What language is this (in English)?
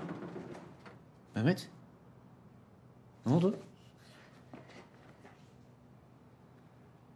Turkish